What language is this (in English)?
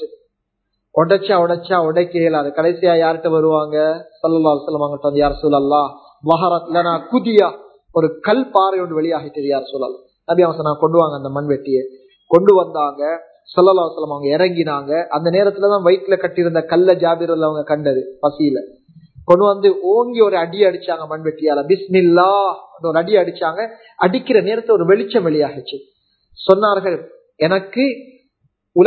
Tamil